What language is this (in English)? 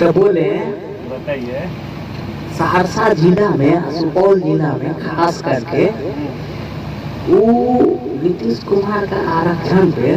Maithili